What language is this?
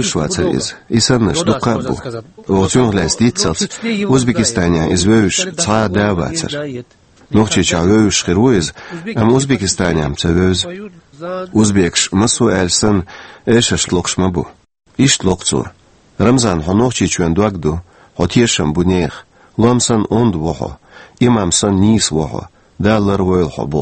Chechen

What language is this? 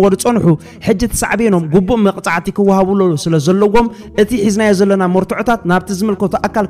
Tigrinya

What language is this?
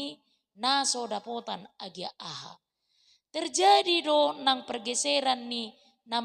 Batak Toba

